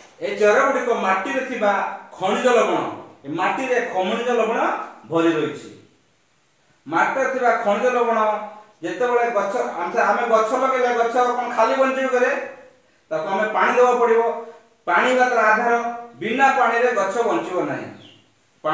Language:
Odia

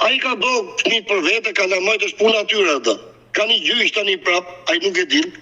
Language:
Albanian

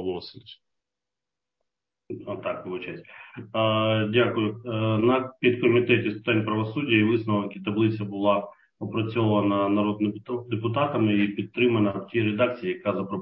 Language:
Ukrainian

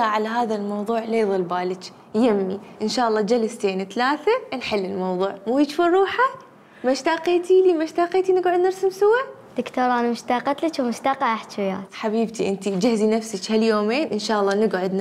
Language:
Mesopotamian Arabic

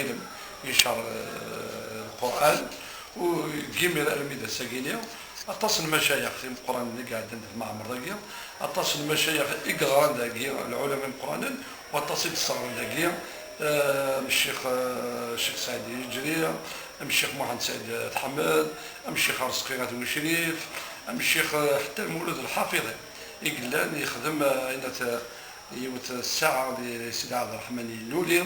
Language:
Kabyle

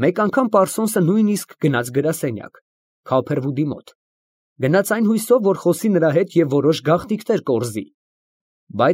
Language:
Armenian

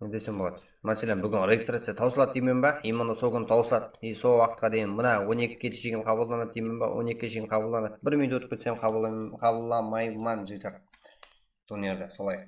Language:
Kara-Kalpak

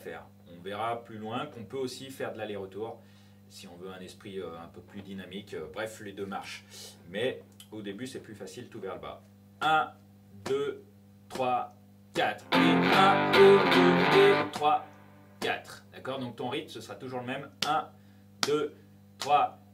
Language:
French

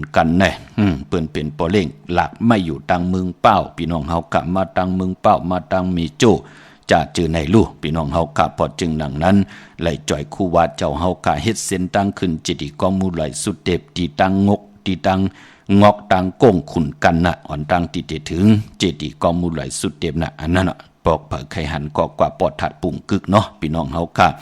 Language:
Shan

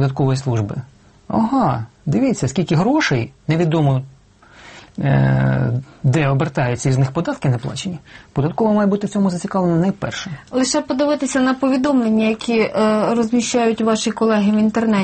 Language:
Ukrainian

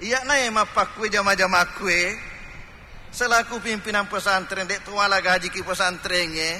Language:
Buginese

